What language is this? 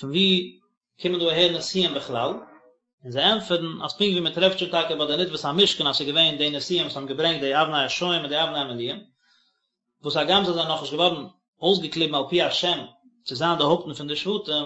Yiddish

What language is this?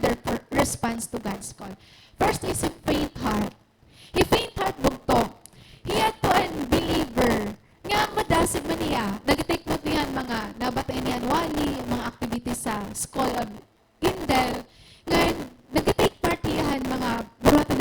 Waray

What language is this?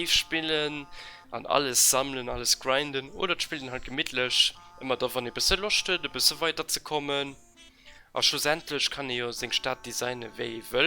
Luxembourgish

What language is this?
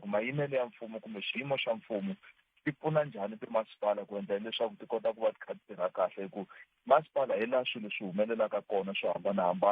Tsonga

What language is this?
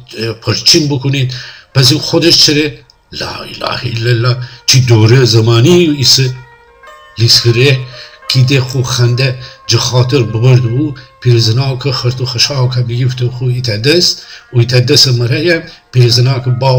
Gilaki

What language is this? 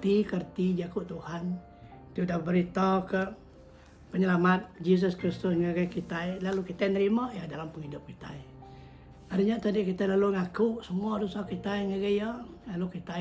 Iban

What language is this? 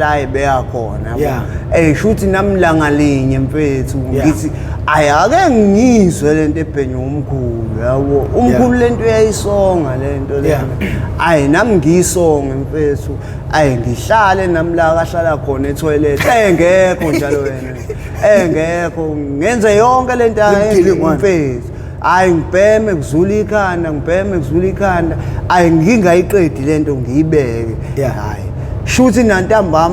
Zulu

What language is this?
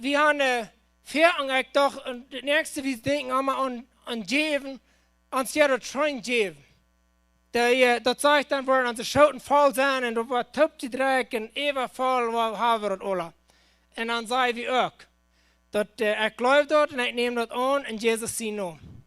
Plautdietsch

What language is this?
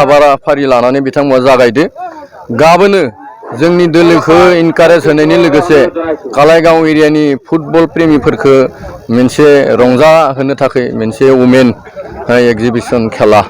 Bodo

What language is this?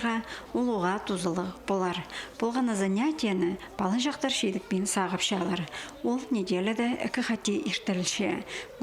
Khakas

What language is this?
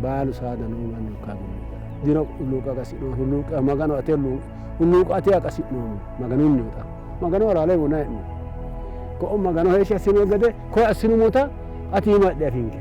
Sidamo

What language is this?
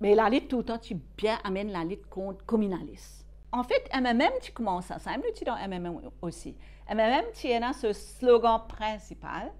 Morisyen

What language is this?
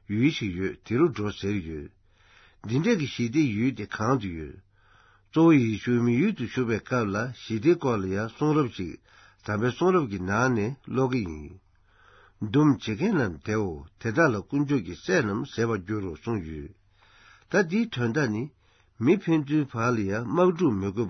Tibetan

